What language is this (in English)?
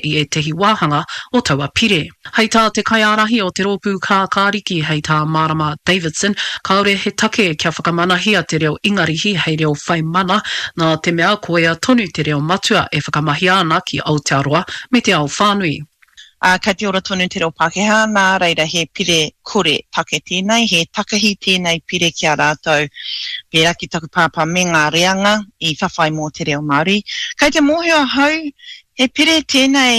Māori